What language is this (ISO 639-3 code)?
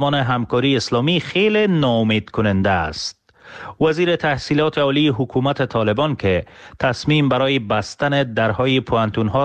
fas